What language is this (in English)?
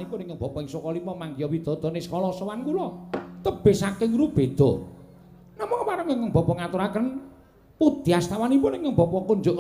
Javanese